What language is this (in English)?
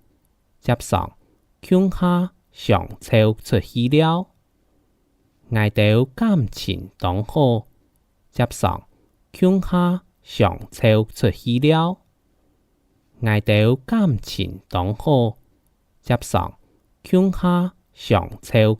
Hakka Chinese